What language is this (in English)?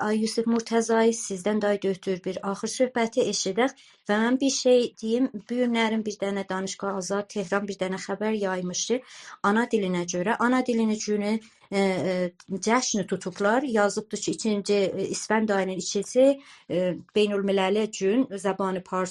South Azerbaijani